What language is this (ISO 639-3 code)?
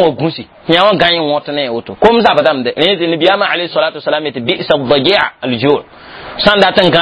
mos